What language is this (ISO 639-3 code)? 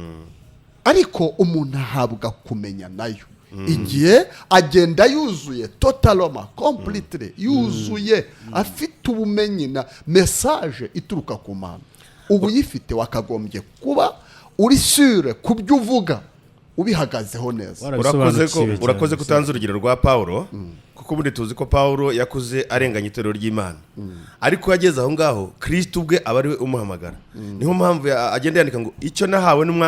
kin